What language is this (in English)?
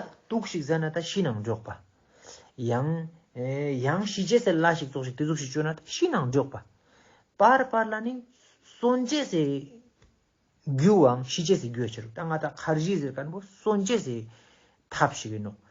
Ladakhi